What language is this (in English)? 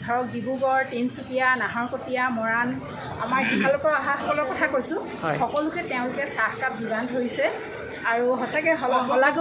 Assamese